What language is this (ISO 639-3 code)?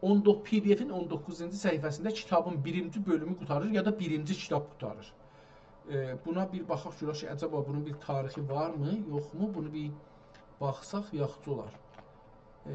azb